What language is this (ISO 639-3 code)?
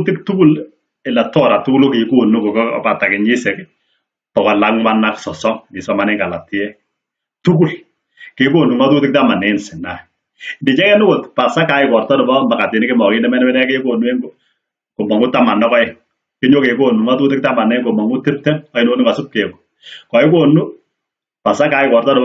kln